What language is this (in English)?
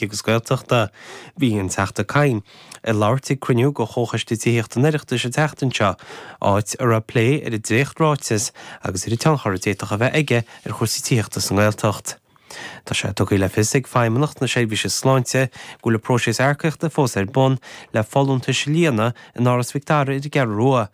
Irish